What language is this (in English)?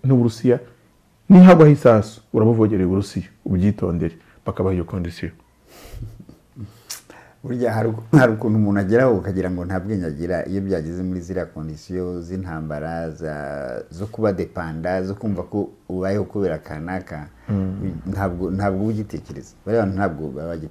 Kinyarwanda